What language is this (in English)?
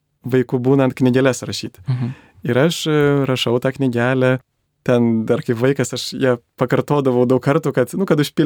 Lithuanian